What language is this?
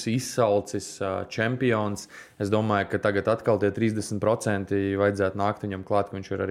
Latvian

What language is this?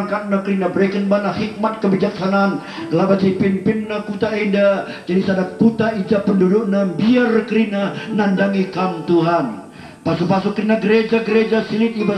Batak Karo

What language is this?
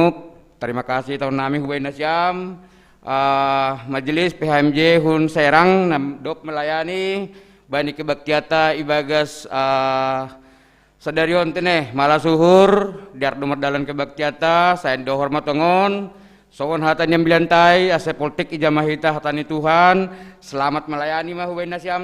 Batak Simalungun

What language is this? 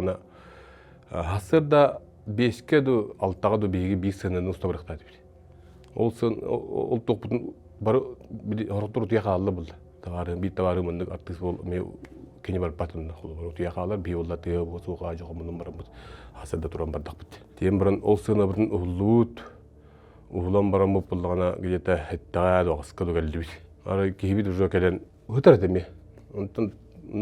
Yakut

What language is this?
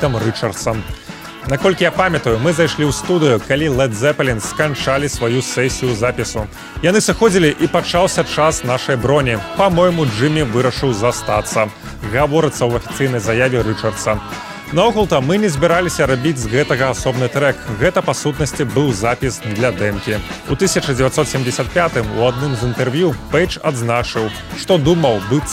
Belarusian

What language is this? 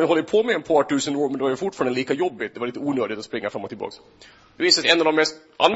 Swedish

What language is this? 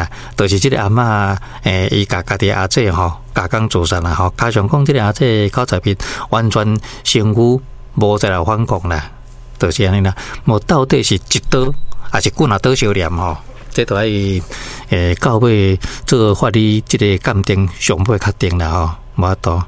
Min Nan Chinese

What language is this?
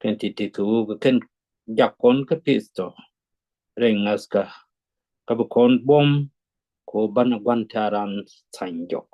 Nuer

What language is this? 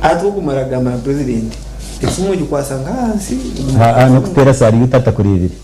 Nyankole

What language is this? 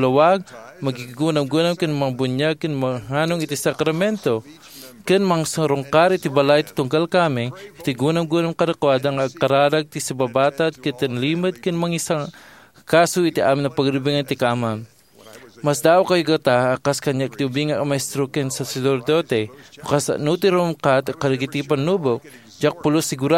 Iloko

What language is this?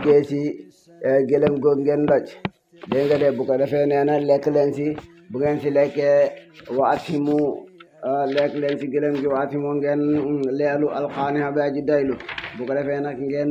Wolof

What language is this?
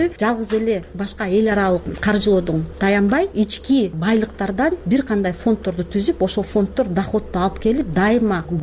Kyrgyz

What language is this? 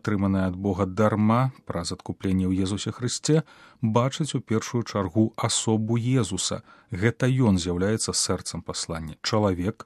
Belarusian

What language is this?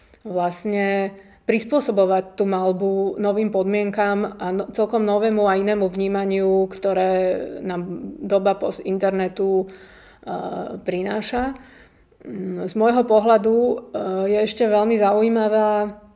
Slovak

